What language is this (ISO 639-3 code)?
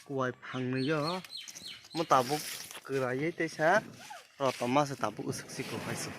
trp